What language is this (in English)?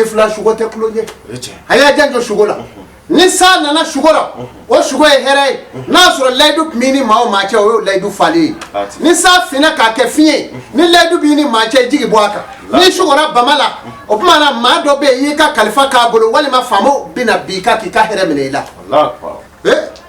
Bambara